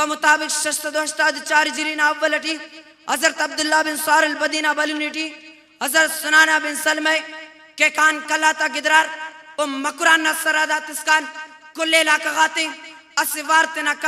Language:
Brahui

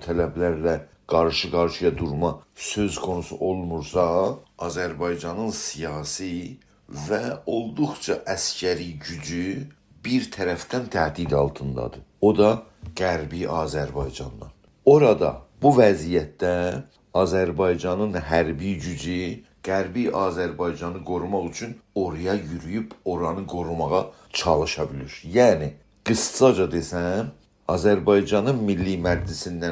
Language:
South Azerbaijani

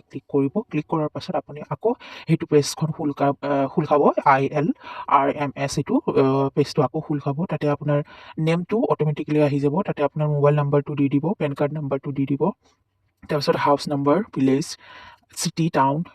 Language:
Assamese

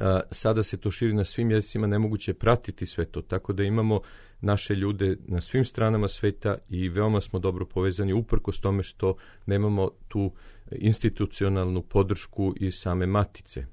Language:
Serbian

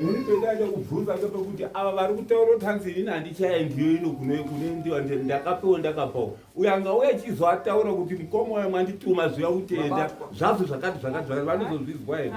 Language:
Shona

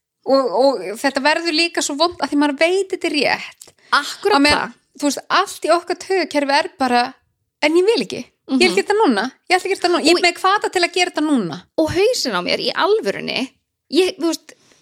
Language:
Icelandic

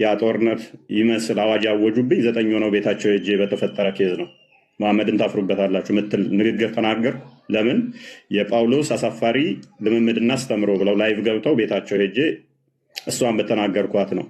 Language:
Amharic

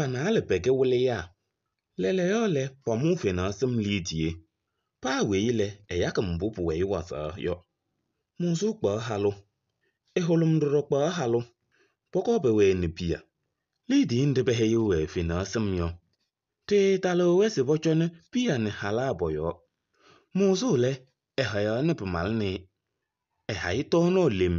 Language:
Kabiyè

